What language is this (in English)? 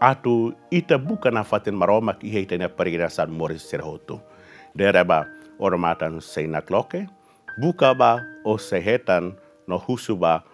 Tetum